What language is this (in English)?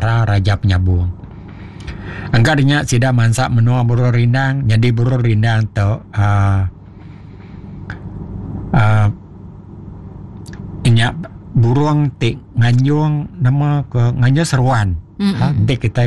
Iban